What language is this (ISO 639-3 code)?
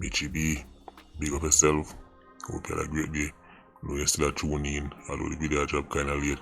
jam